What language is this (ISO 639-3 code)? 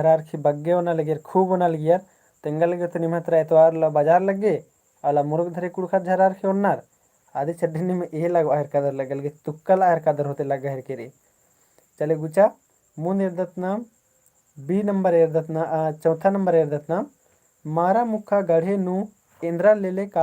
kru